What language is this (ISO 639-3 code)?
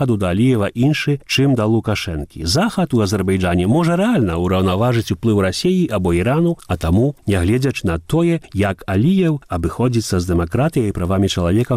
bel